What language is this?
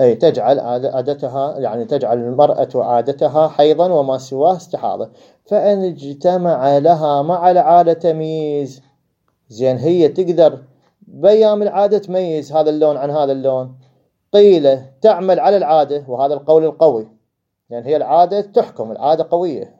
Mesopotamian Arabic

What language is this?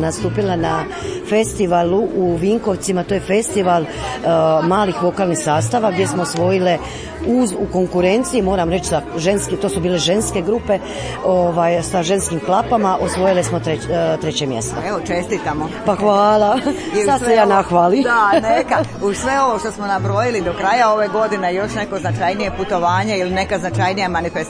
Croatian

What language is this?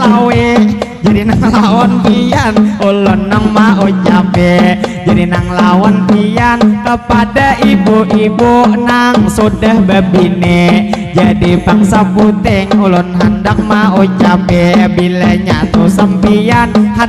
Banjar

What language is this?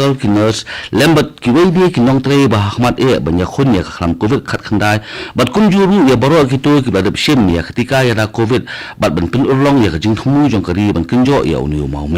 Khasi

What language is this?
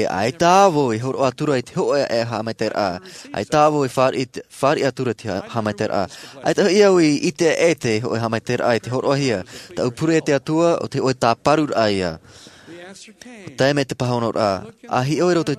Tahitian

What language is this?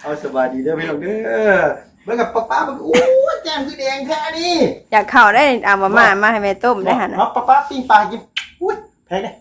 Northeastern Thai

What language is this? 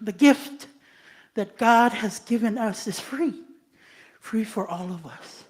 Samoan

